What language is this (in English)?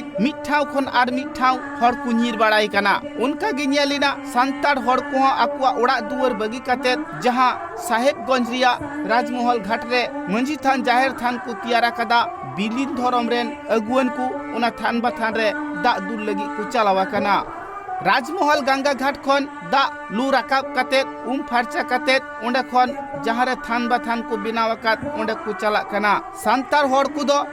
Santali